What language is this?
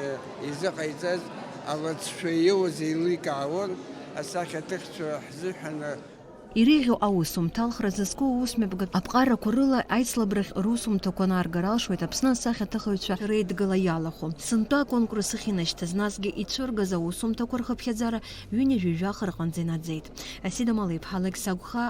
Abkhazian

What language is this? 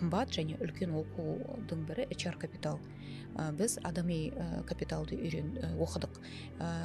Kazakh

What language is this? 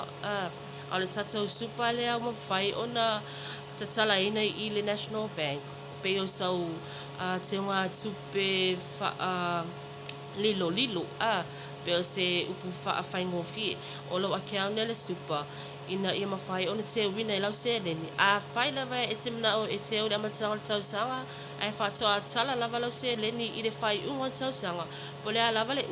Samoan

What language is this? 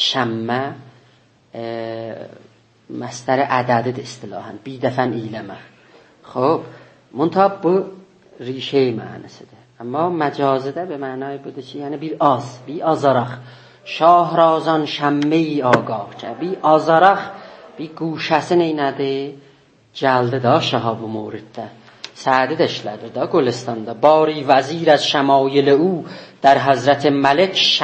South Azerbaijani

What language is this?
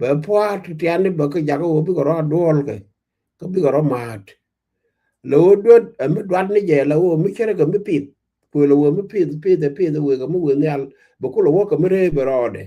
Nuer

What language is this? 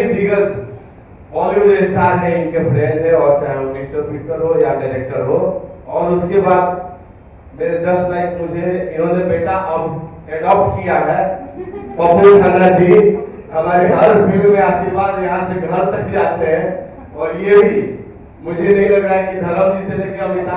Hindi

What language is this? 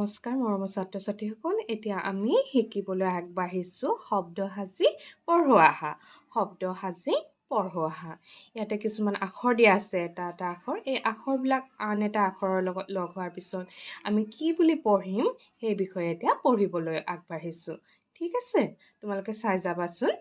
Assamese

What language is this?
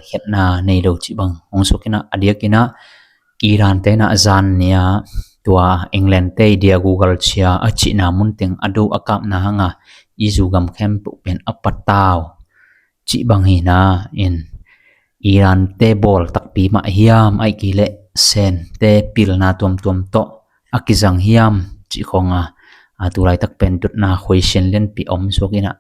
Tedim Chin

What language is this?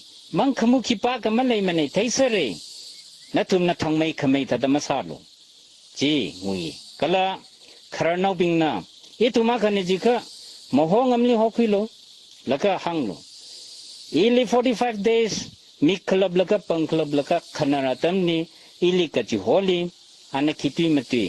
Tangkhul Naga (India)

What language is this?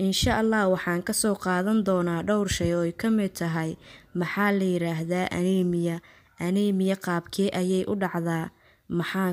Somali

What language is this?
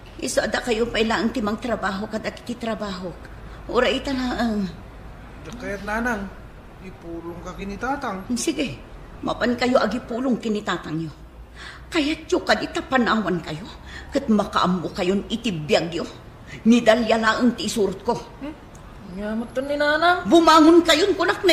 Iloko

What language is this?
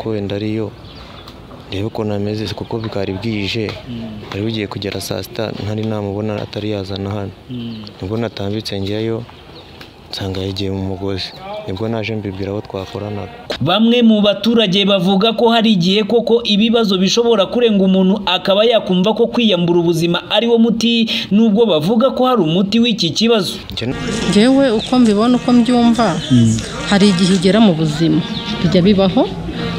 Kinyarwanda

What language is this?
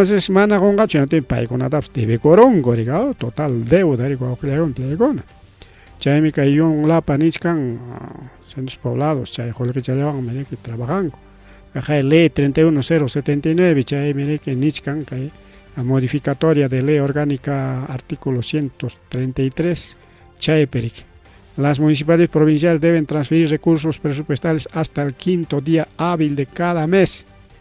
Ayacucho Quechua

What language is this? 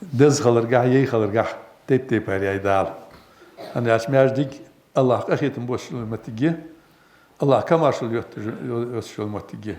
Ingush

